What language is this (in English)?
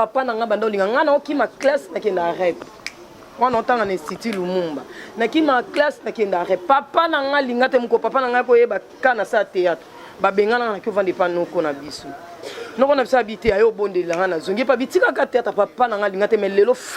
Lingala